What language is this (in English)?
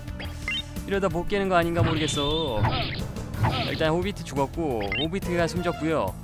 Korean